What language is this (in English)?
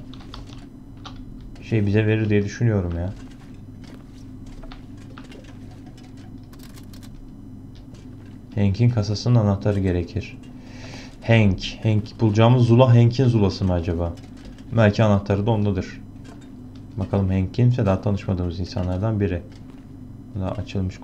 Turkish